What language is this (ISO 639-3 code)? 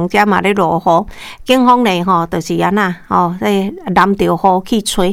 nan